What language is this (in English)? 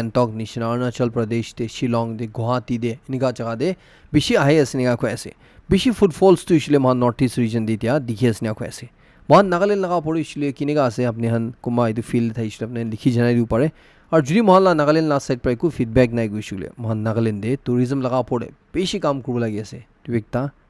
Naga Pidgin